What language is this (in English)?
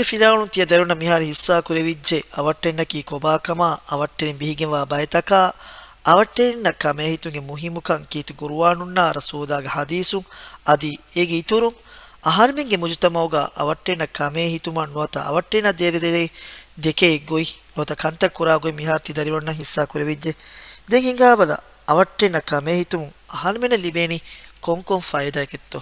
Divehi